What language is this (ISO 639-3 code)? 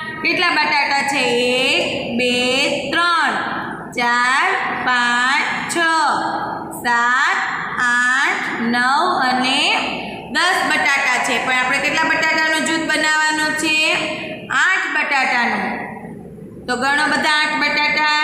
guj